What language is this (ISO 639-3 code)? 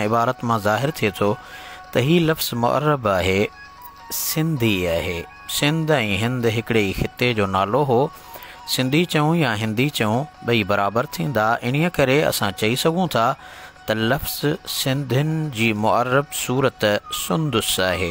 snd